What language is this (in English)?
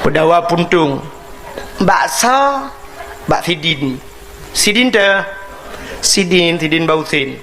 Achinese